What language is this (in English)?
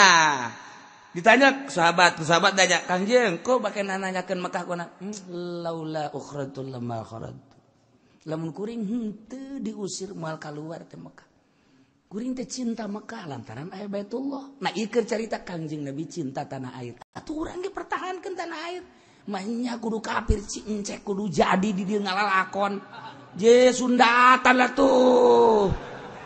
Sundanese